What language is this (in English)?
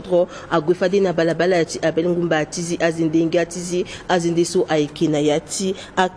Sango